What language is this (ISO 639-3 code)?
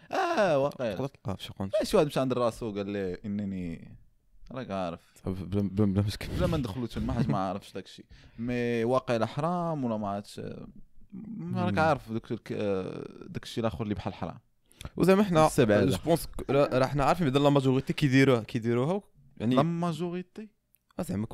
ary